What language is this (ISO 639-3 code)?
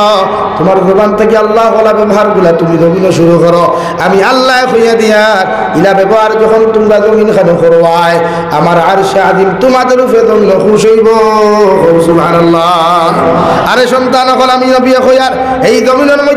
syl